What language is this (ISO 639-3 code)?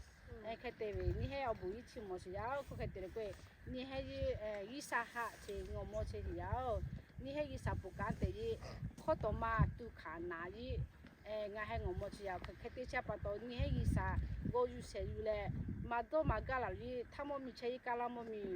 lhu